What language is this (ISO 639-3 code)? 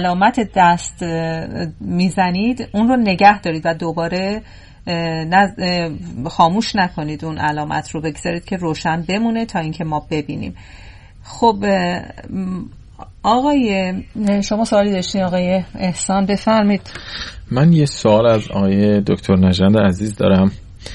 fas